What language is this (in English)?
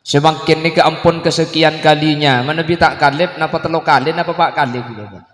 Madurese